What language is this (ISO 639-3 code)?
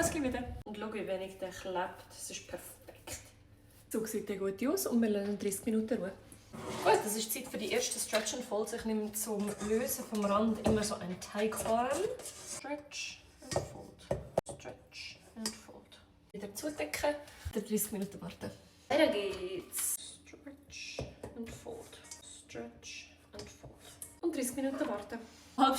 gsw